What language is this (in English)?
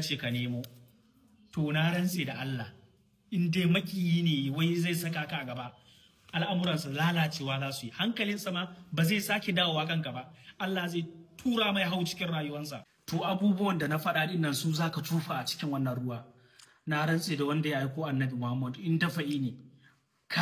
Hausa